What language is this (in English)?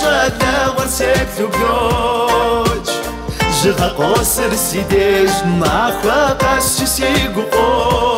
Kabardian